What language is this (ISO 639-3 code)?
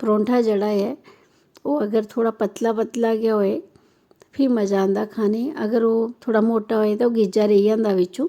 doi